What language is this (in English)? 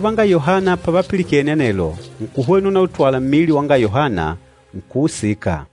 Makonde